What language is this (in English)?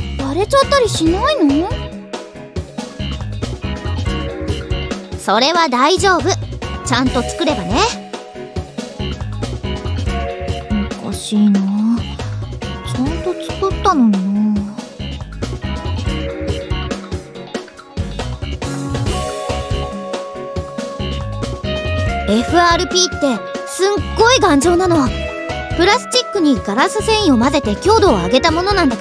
Japanese